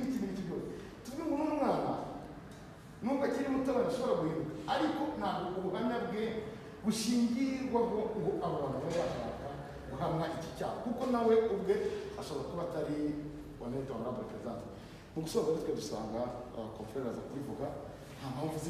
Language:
Kinyarwanda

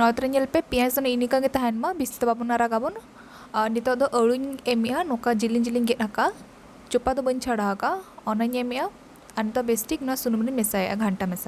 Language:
Santali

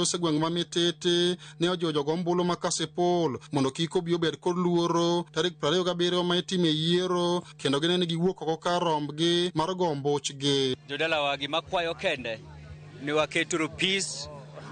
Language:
Luo (Kenya and Tanzania)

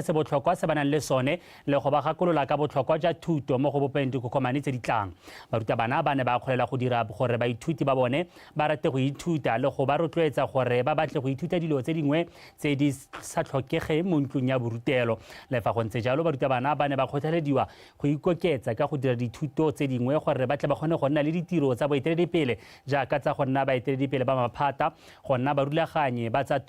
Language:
Tswana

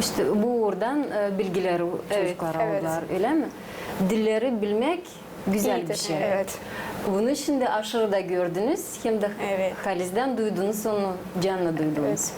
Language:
Gagauz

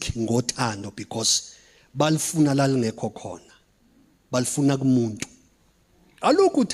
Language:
Zulu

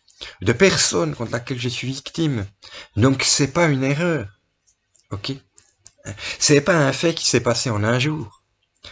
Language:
French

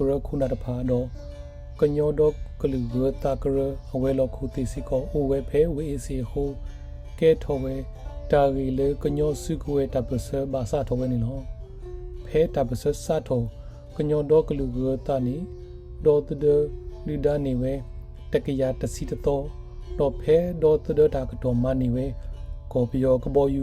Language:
S'gaw Karen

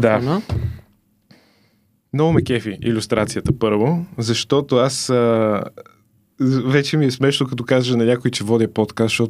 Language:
Bulgarian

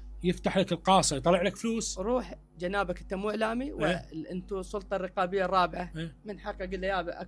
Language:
Mesopotamian Arabic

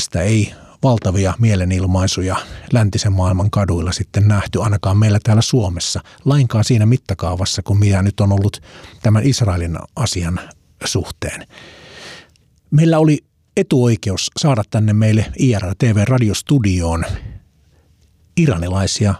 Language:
Finnish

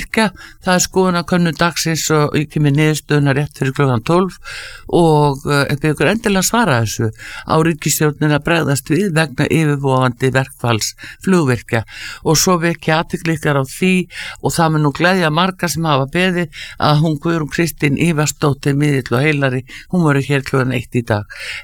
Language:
Icelandic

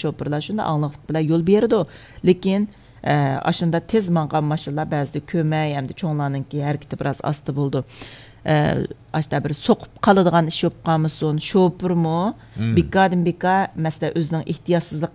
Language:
Uyghur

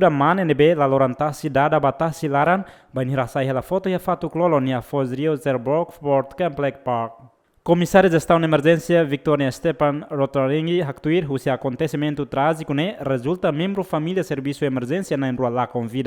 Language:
Tetum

